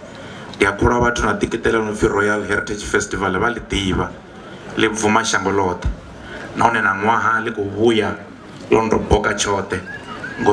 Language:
Venda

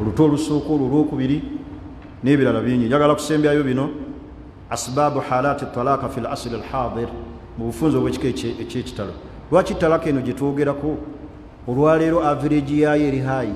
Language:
Ganda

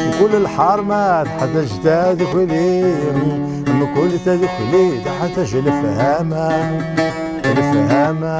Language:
Kabyle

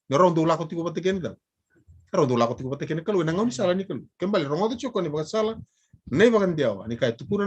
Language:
Fijian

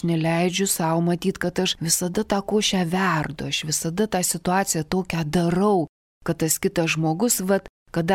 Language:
Lithuanian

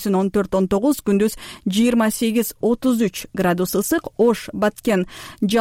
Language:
Kyrgyz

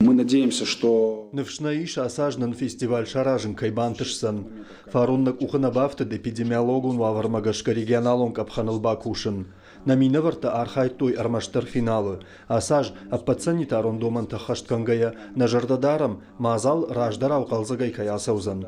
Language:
Ossetic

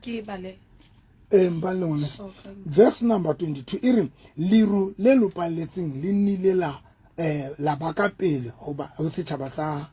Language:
Southern Sotho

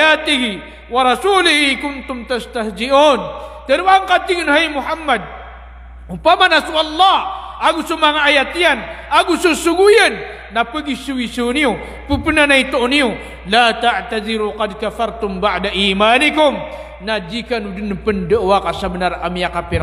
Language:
Maranao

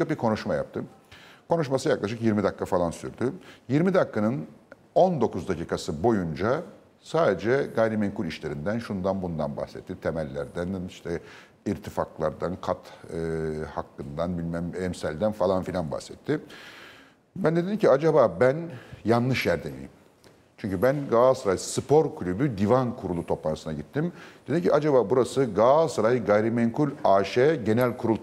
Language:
Turkish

